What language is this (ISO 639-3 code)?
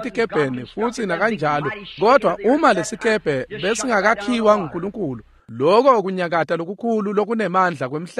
ssw